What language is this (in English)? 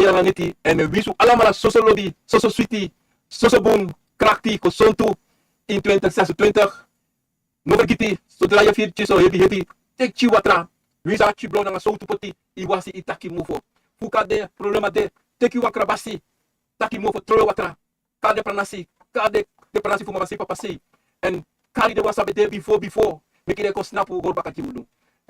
Sranan Tongo